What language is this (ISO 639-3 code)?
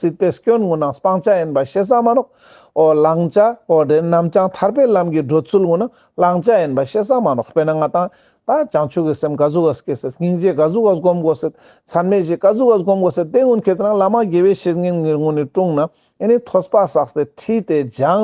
lbj